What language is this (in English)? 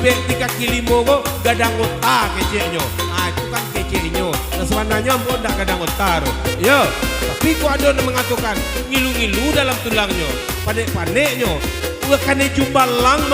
Minangkabau